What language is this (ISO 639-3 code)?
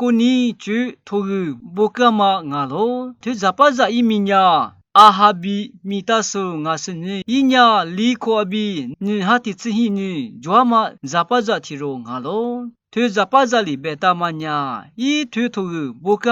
lis